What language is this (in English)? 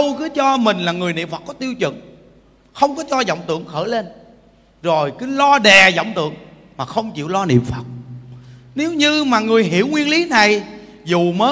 Vietnamese